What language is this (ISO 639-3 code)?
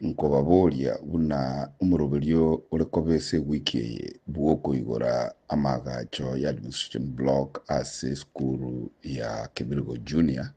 guz